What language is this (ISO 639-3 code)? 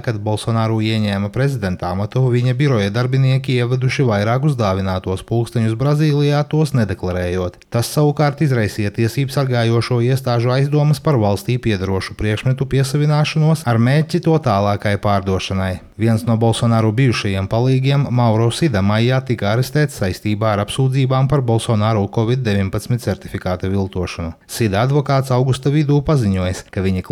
lav